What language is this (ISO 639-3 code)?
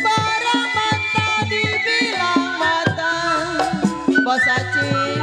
bew